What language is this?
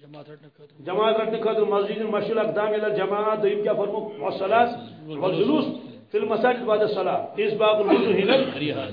Kashmiri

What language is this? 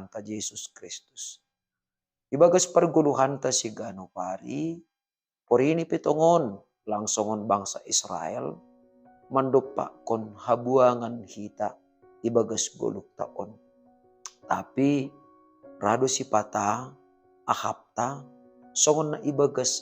Batak Simalungun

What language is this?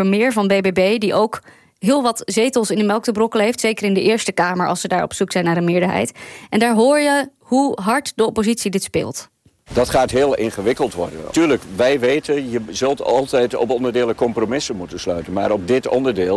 Dutch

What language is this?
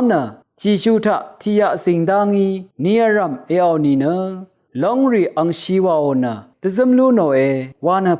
Rawang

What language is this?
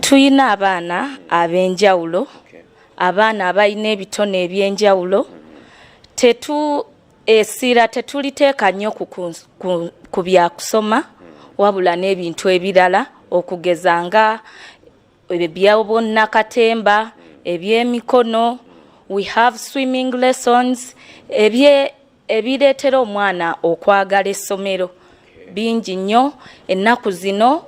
Ganda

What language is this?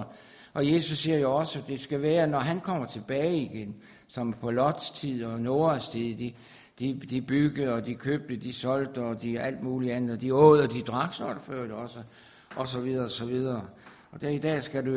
Danish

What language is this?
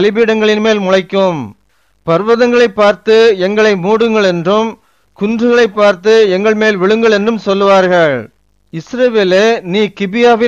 Tamil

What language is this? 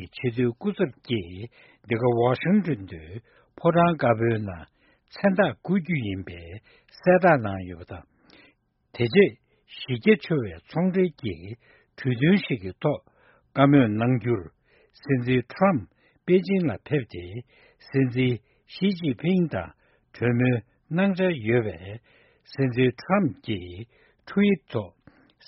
Latvian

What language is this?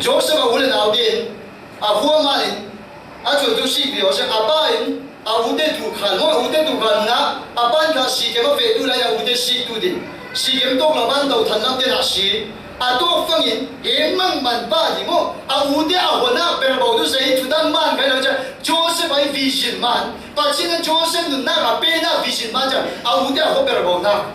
Falam Chin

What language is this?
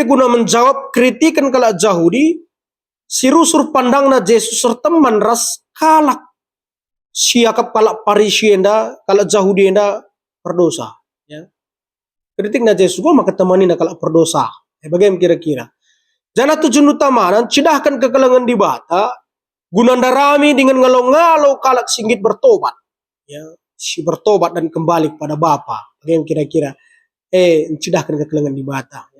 Batak Karo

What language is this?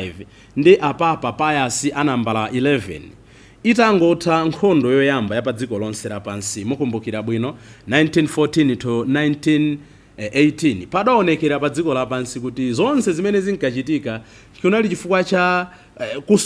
Nyanja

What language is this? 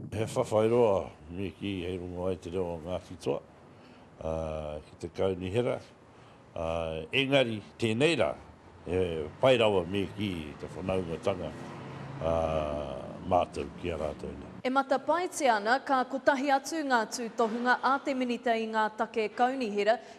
Māori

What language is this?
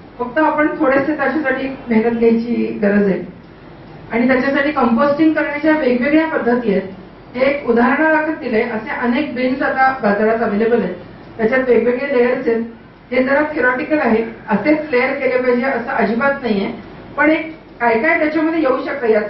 Marathi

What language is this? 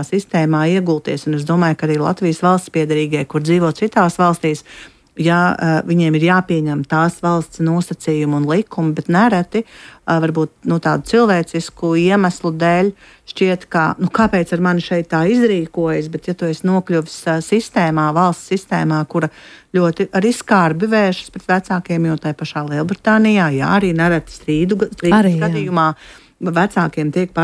Latvian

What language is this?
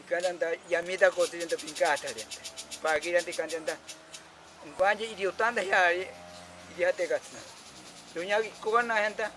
Ashéninka Perené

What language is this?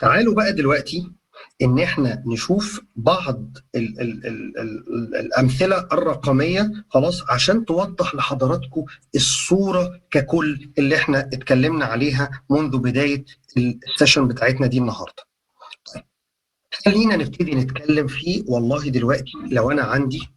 Egyptian Arabic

